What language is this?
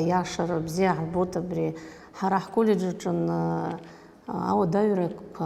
Abkhazian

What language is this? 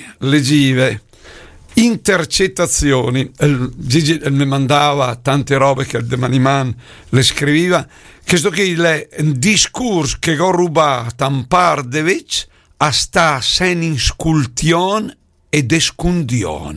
Lombard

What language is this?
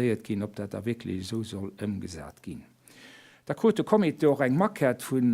Luxembourgish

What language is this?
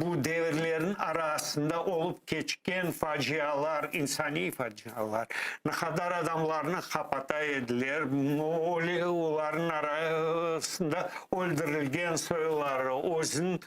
Crimean Tatar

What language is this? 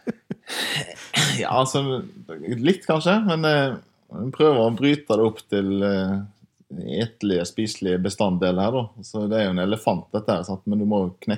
Norwegian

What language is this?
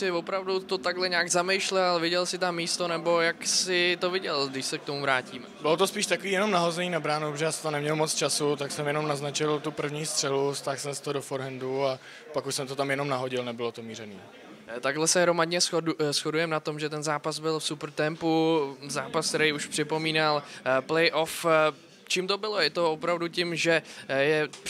Czech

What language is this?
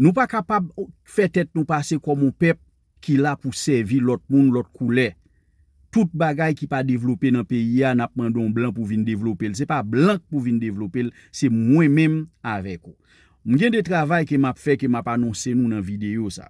Haitian Creole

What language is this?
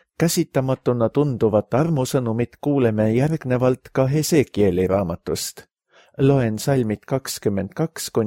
Estonian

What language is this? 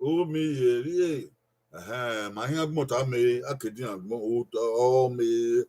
Bini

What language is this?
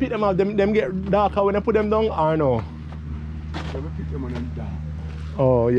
Jamaican Creole English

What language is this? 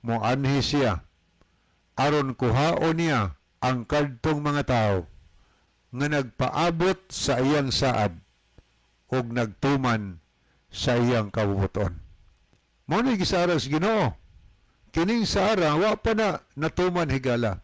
Cebuano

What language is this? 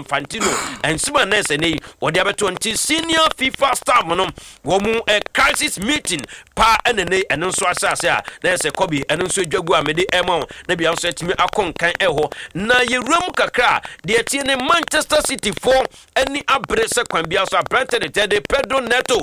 Akan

